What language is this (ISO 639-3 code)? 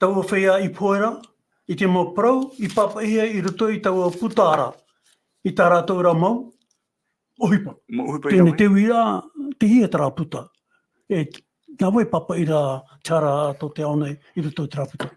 tah